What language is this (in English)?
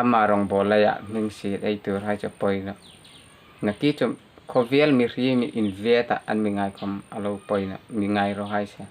Hmar